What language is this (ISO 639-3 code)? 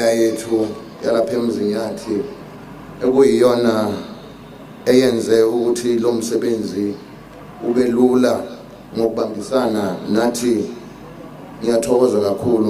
zul